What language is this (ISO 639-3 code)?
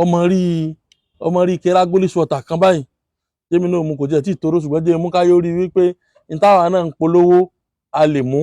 yor